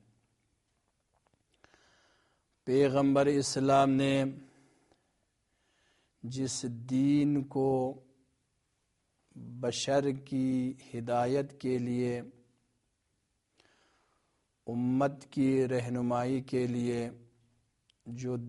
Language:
Urdu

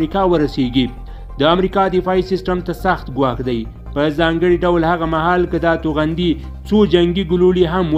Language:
Pashto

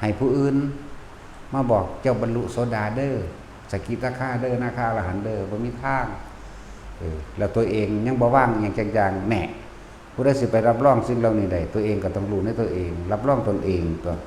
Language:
Lao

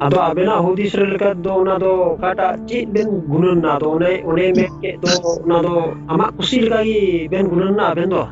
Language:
Santali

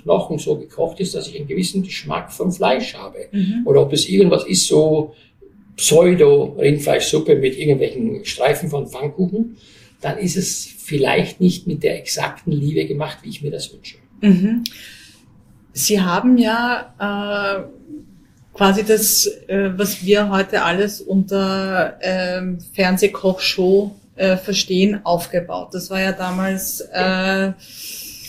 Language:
German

